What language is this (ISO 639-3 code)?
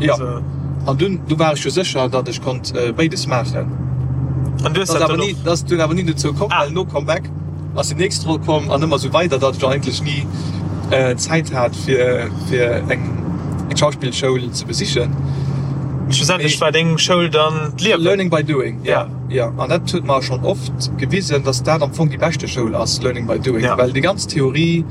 ltz